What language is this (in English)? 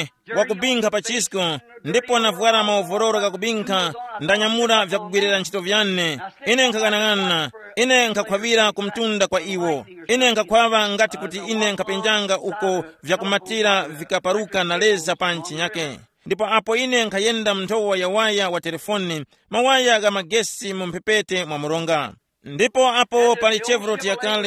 Tumbuka